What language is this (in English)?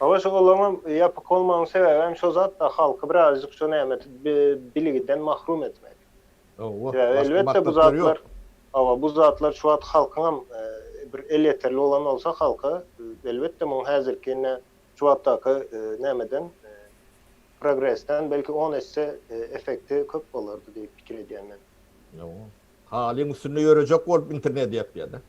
Turkmen